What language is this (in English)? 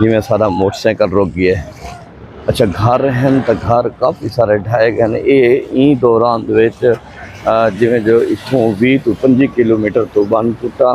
Saraiki